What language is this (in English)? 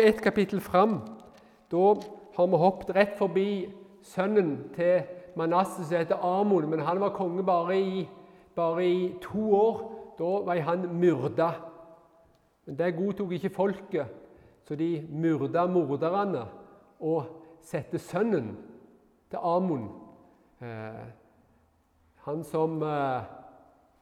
Norwegian